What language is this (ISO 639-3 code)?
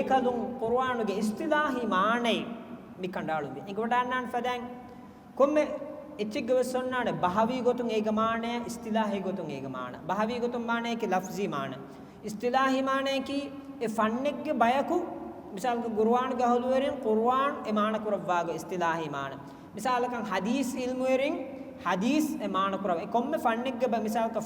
div